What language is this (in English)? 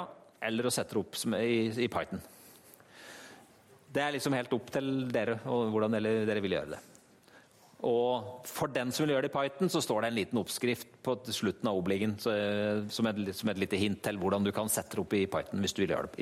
Norwegian